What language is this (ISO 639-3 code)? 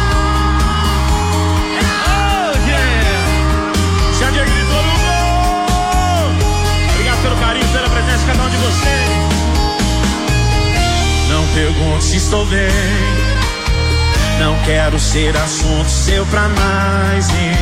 por